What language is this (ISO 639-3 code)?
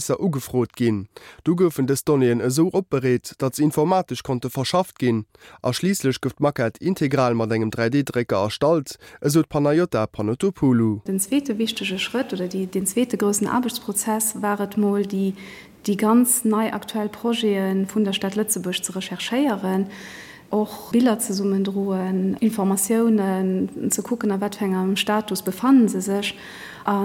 ltz